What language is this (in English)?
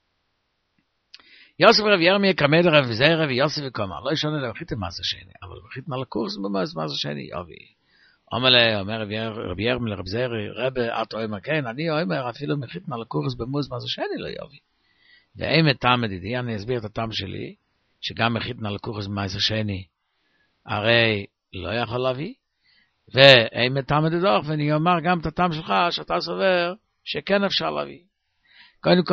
Hebrew